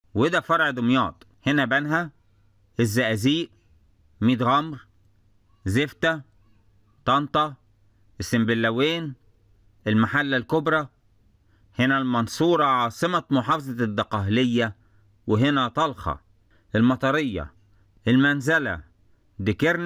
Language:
Egyptian Arabic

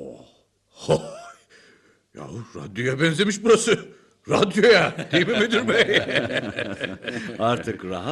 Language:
Turkish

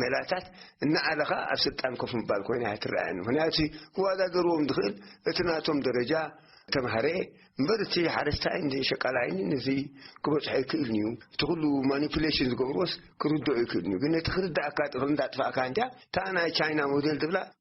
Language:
Tigrinya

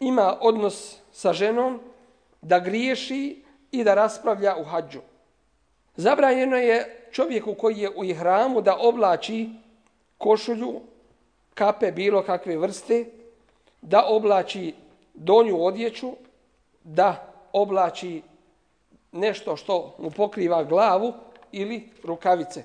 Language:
Bosnian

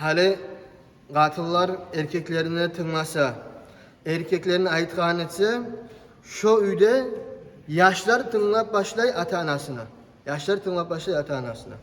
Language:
Kumyk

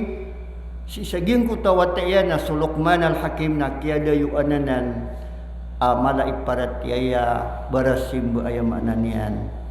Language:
Maranao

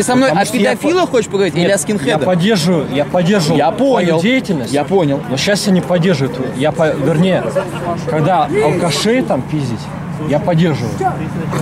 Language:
Russian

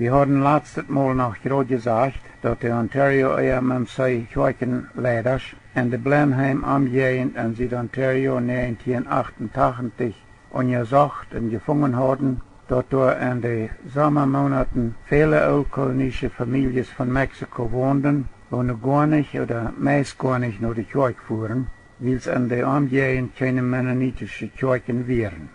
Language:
Plautdietsch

